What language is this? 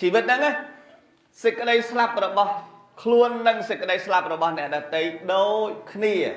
Khmer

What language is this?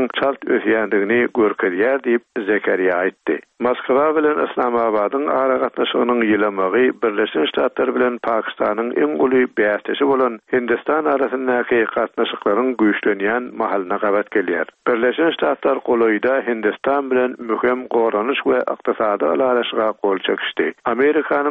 Turkmen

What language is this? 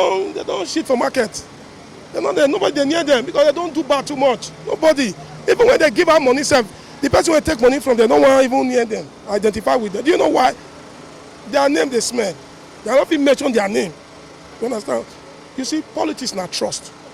Nigerian Pidgin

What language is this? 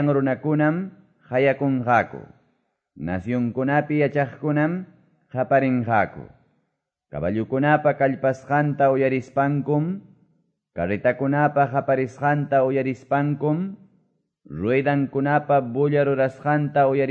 Quechua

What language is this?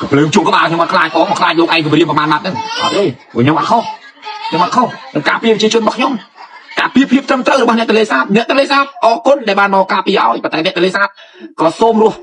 Khmer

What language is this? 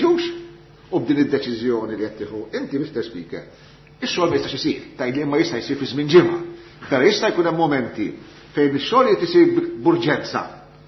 Maltese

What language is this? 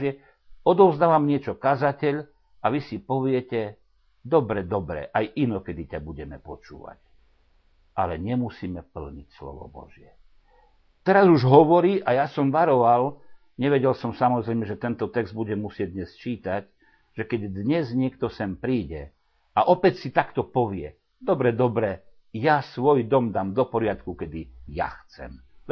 Slovak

